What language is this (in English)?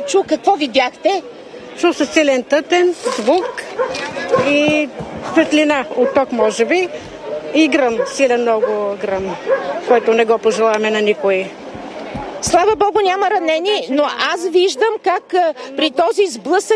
Bulgarian